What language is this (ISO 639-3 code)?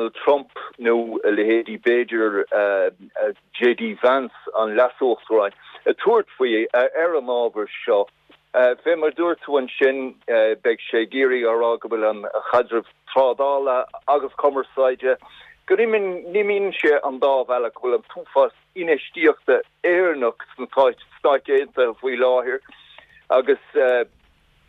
gle